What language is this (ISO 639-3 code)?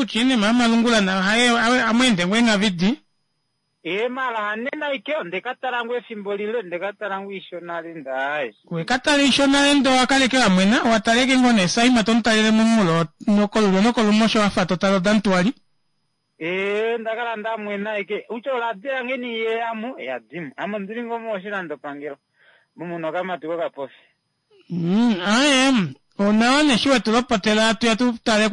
kua